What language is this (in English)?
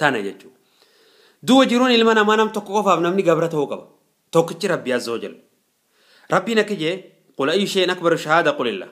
Oromo